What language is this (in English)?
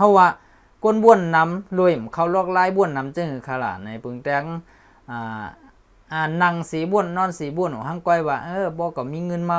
Shan